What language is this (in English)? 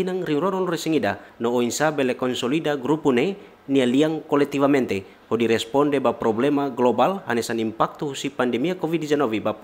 Tetum